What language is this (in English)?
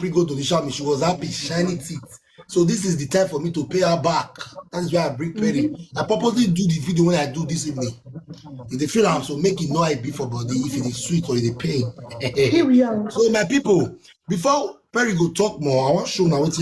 Nigerian Pidgin